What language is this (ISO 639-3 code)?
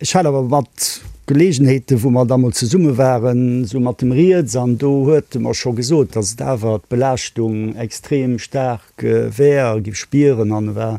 ltz